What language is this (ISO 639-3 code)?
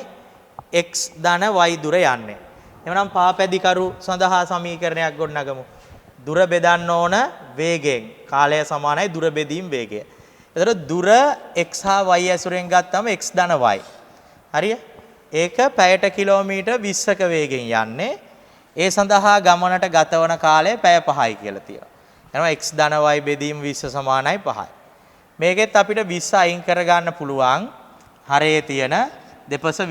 sin